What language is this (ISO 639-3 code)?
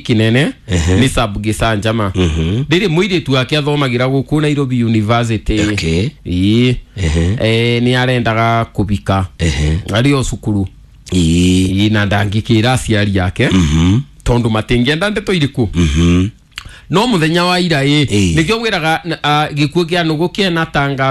kik